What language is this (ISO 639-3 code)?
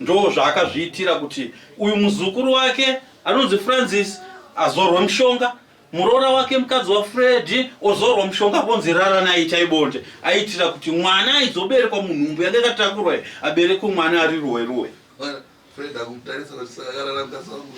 sna